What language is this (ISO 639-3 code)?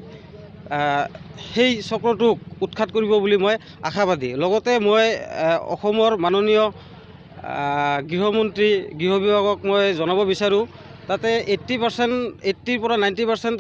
asm